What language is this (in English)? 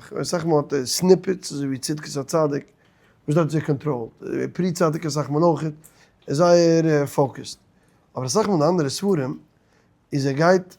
Yiddish